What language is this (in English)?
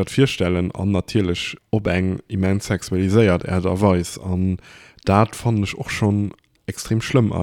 Luxembourgish